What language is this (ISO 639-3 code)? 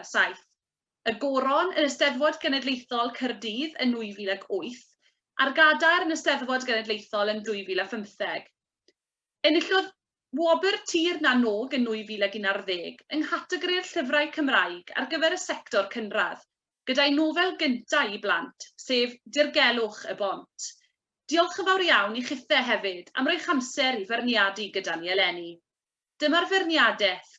cym